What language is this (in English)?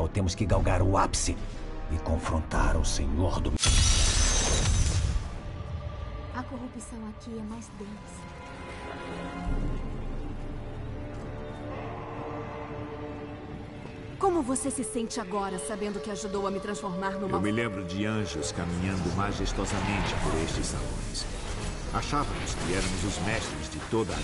Portuguese